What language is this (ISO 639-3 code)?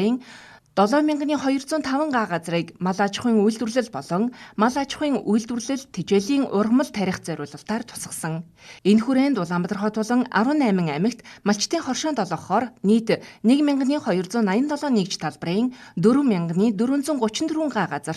mon